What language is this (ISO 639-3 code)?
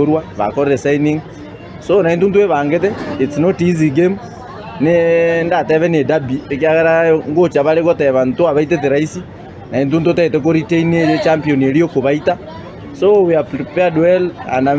guz